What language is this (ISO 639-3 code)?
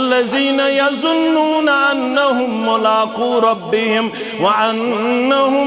kas